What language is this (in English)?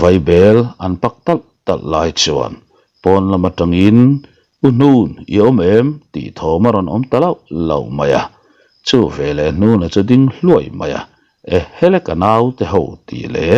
Mizo